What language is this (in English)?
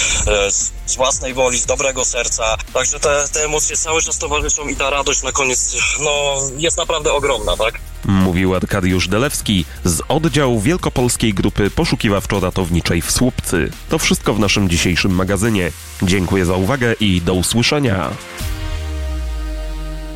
Polish